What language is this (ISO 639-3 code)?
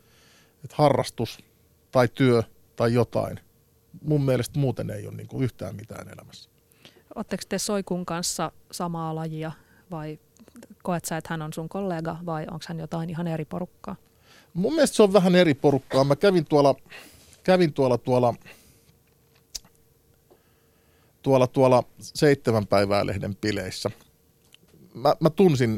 fin